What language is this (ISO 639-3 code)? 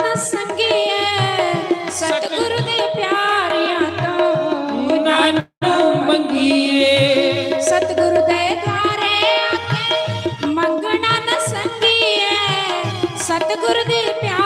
doi